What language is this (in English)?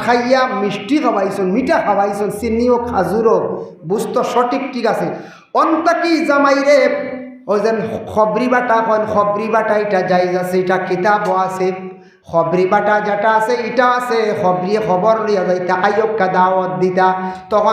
Sylheti